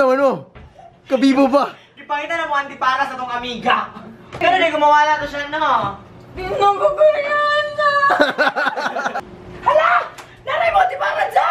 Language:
Cebuano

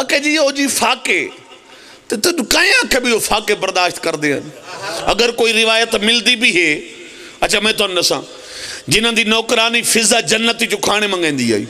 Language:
Pahari-Potwari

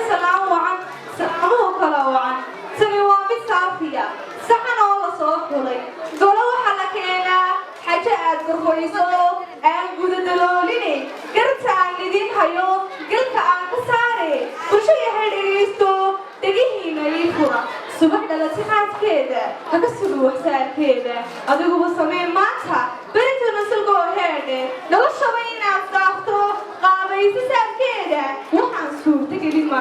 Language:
Somali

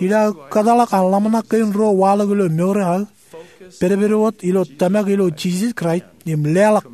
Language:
Marshallese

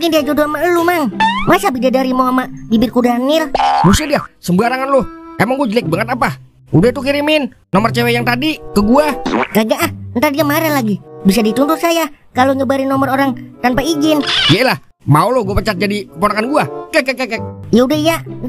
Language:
Betawi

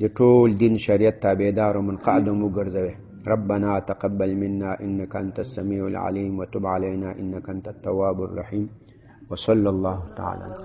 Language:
Pashto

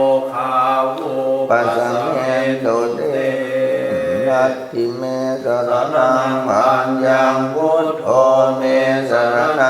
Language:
Pali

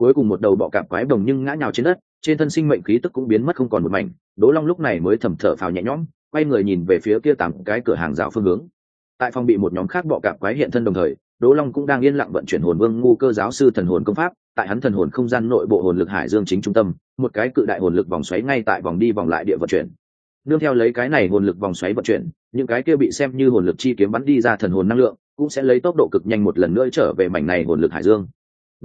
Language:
Vietnamese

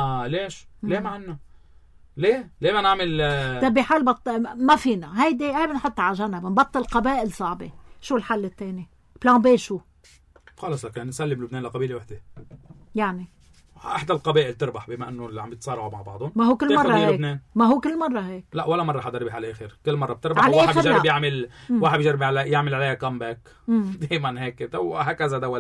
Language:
North Levantine Arabic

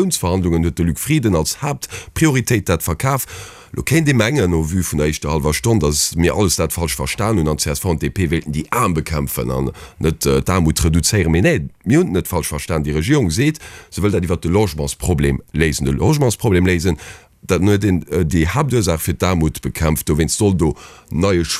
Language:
Luxembourgish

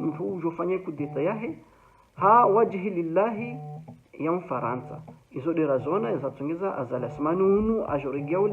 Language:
Ngazidja Comorian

